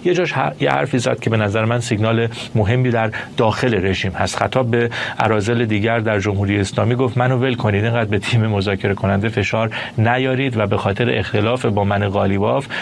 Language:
Persian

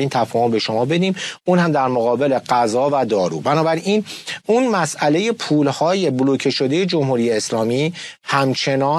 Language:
Persian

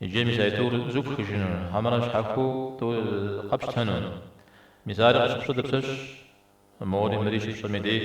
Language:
Kabardian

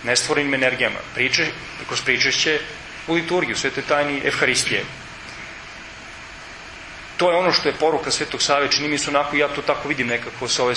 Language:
Serbian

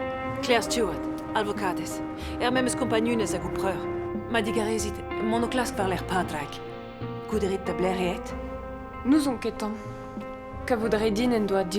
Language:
Breton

